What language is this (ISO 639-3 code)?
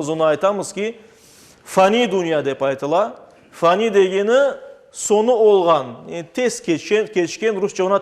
crh